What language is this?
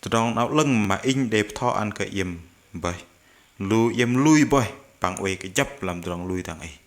Bahnar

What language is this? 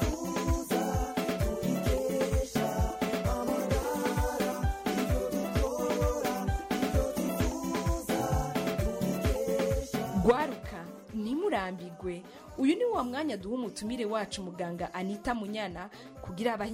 Kinyarwanda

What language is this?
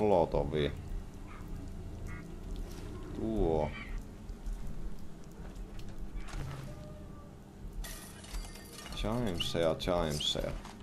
Finnish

